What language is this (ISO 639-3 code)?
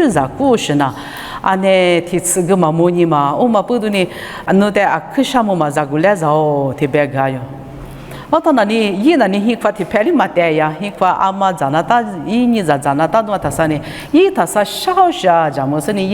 lis